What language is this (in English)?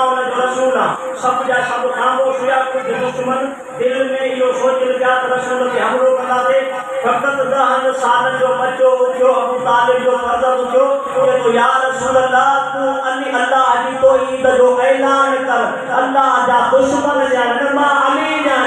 Sindhi